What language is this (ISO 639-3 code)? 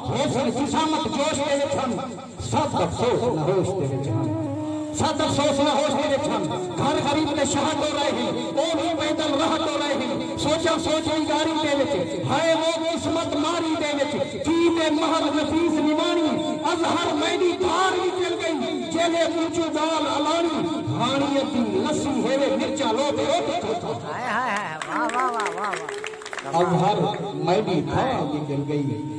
skr